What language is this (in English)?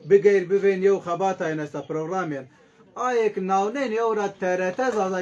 Zaza